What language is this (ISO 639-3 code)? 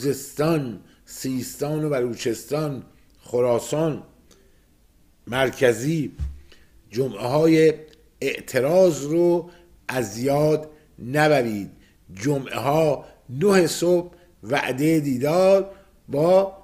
fas